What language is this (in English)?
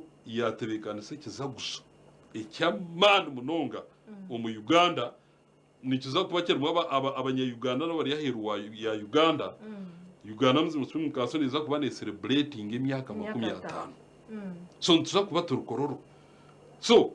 Nyankole